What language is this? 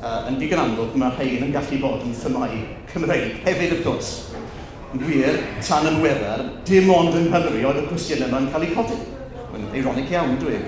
Welsh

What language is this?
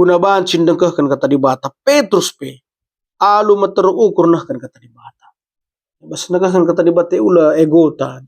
Batak Karo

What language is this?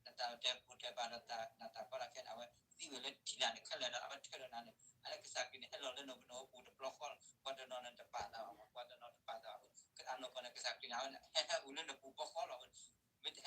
S'gaw Karen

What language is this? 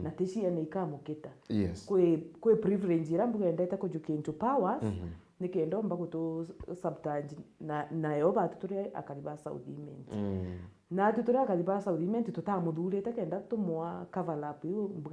Meru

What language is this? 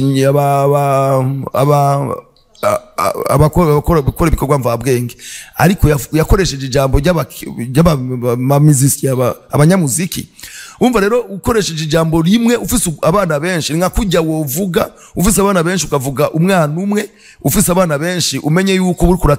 Rundi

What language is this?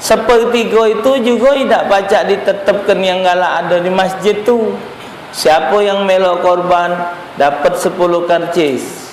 Musi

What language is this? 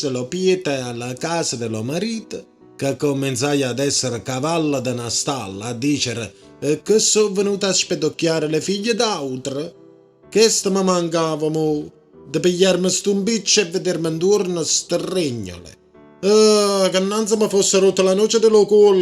Neapolitan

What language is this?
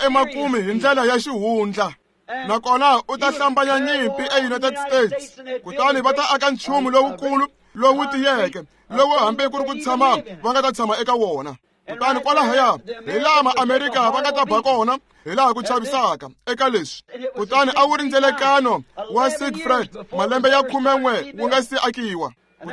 Tsonga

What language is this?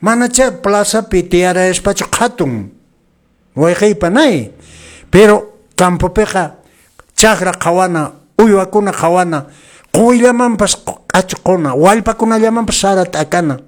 Quechua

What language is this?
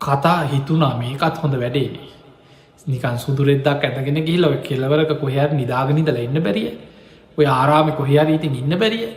Sinhala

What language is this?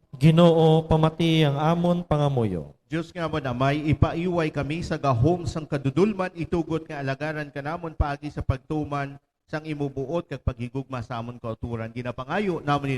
Hiligaynon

